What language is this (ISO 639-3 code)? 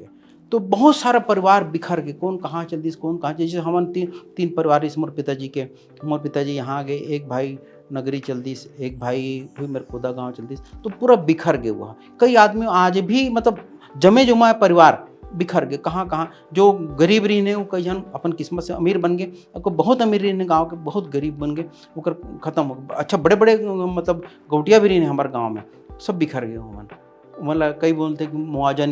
hne